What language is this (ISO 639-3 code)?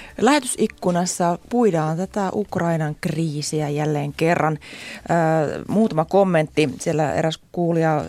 fin